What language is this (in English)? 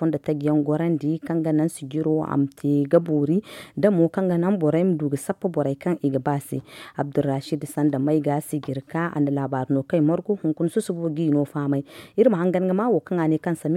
Zarma